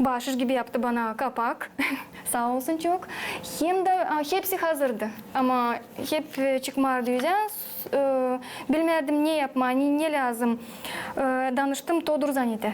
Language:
Gagauz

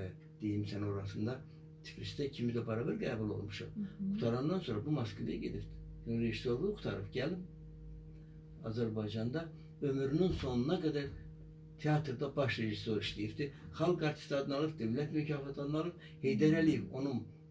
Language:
Azerbaijani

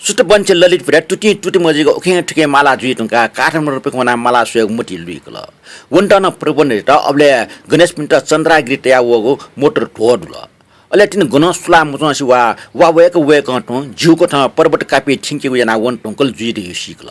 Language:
Newari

